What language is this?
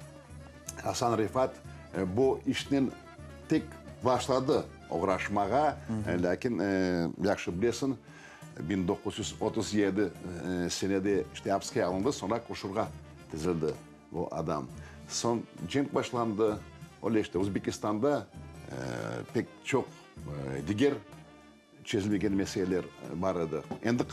Crimean Tatar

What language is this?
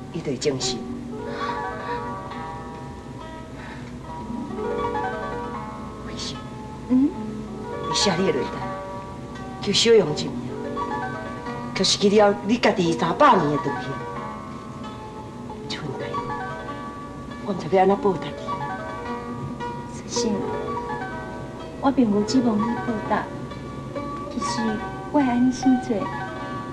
Min Nan Chinese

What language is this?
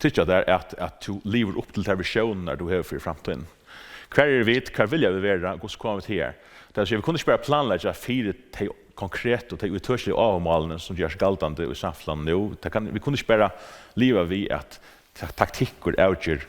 Faroese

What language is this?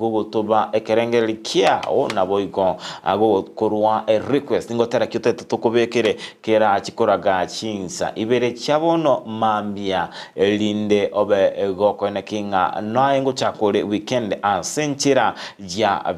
Gusii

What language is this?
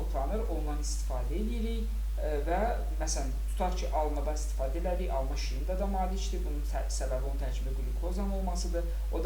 Azerbaijani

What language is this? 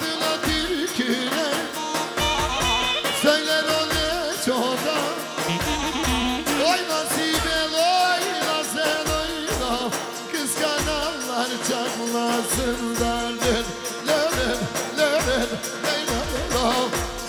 Turkish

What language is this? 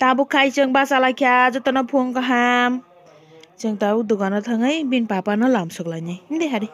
Kok Borok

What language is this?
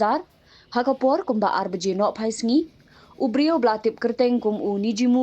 Khasi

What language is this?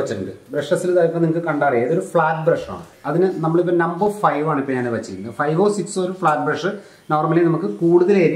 Malayalam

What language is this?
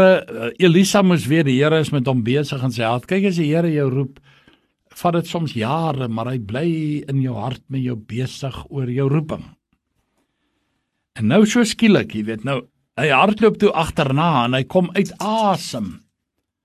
Afrikaans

